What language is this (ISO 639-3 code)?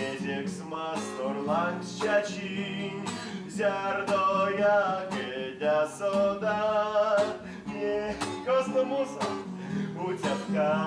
myv